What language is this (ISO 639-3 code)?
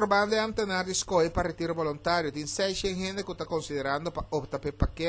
pap